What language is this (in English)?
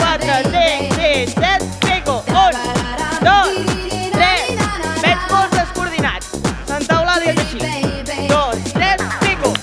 Catalan